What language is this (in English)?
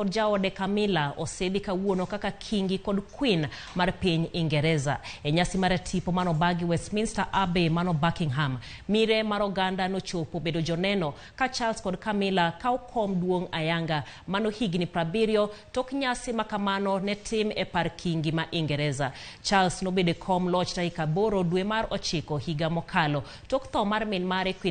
Luo (Kenya and Tanzania)